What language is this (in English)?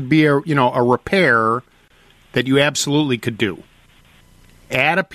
English